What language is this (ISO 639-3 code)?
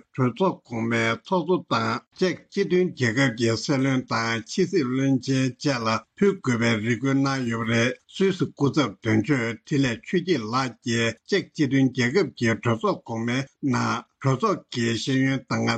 bod